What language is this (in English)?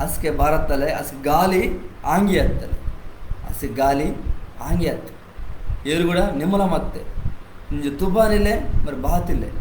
Koya